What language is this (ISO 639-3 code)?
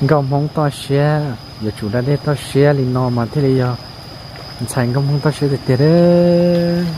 hmn